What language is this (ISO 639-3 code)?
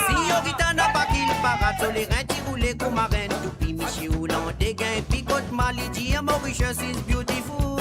mfe